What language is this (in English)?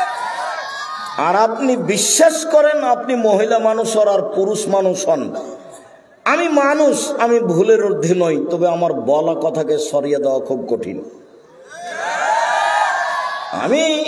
Bangla